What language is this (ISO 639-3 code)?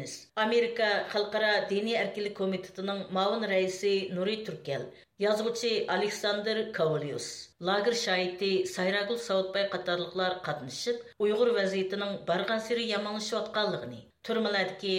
uig